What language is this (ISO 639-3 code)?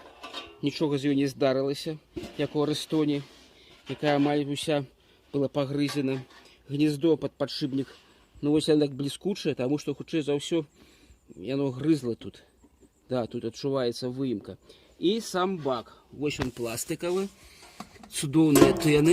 bel